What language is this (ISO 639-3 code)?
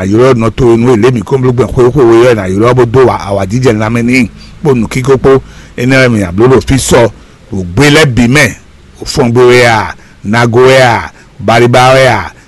fon